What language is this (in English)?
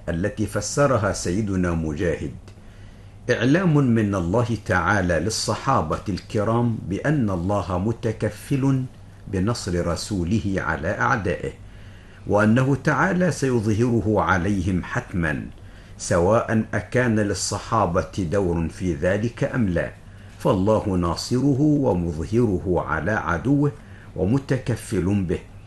Arabic